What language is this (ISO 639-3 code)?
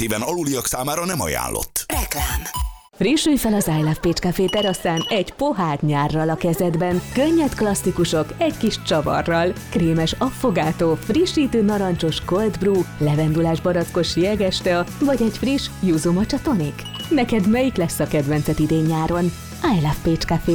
hun